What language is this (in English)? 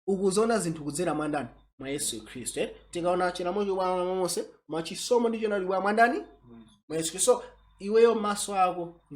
Nyanja